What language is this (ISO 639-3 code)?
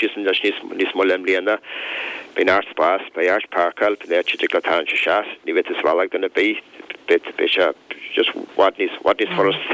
gle